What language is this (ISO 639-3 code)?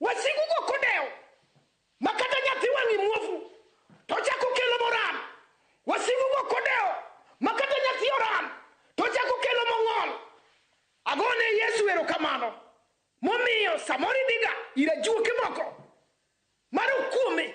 luo